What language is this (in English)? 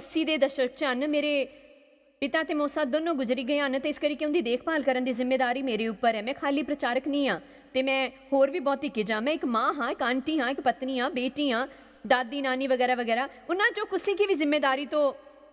Dogri